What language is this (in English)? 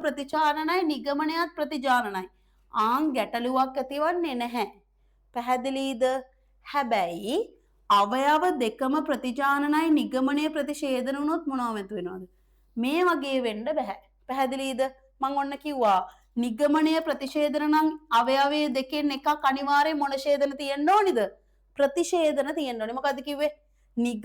Sinhala